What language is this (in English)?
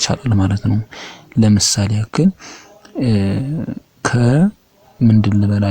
Amharic